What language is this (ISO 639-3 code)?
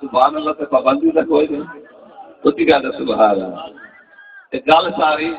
skr